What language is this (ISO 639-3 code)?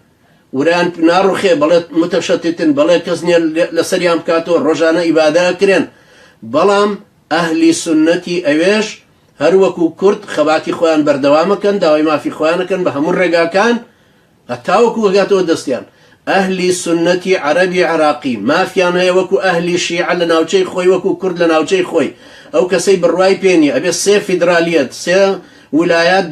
ckb